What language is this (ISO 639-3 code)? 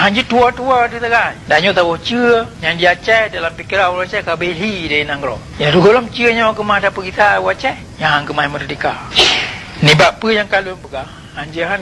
ace